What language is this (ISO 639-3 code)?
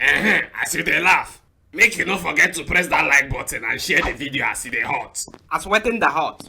pcm